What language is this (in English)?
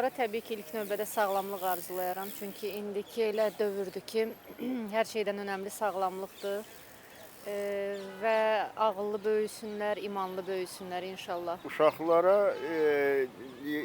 Azerbaijani